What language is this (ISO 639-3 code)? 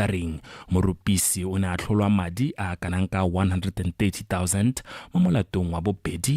tsn